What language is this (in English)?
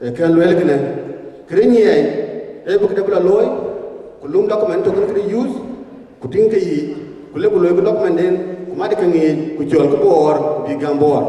Dinka